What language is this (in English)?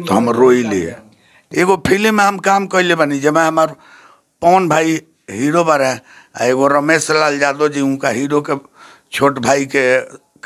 Bhojpuri